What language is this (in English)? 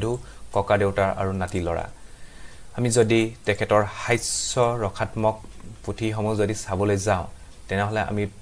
Assamese